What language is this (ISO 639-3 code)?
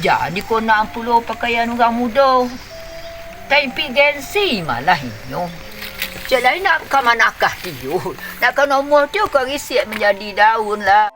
min